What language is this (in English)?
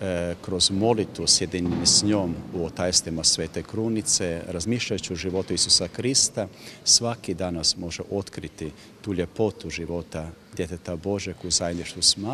Croatian